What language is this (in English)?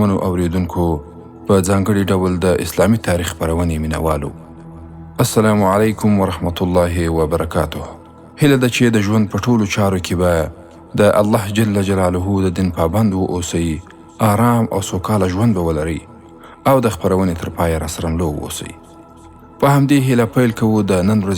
Pashto